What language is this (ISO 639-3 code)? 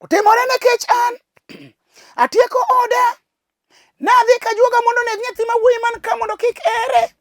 luo